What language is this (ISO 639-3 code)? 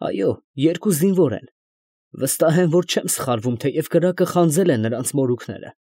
hye